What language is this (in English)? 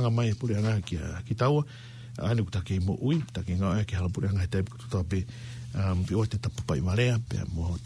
Tongan